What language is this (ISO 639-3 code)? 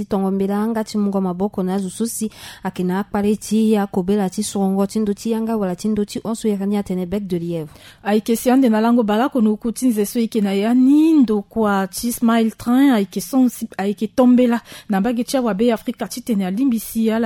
sag